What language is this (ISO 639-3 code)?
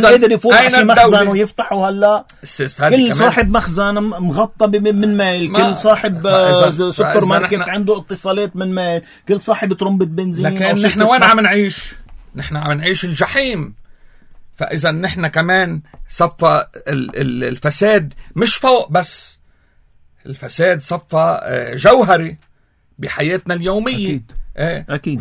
apc